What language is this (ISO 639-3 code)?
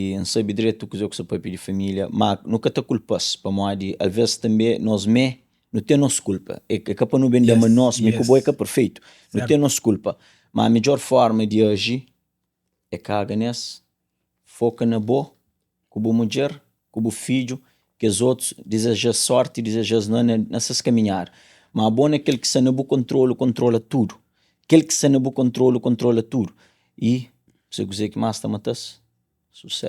kea